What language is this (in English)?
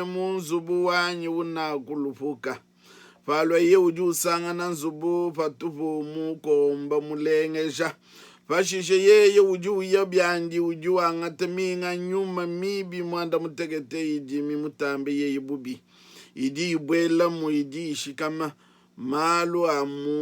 Luba-Lulua